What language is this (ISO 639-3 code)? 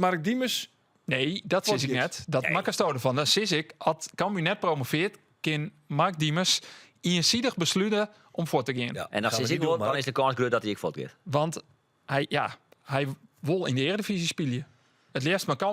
fry